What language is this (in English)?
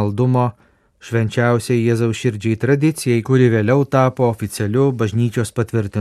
Lithuanian